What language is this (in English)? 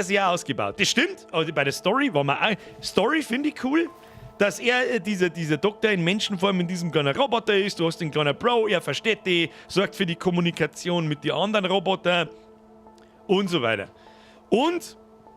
Bavarian